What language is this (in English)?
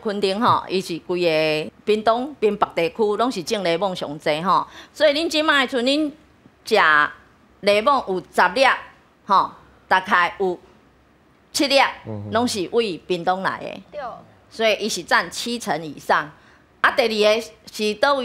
Min Nan Chinese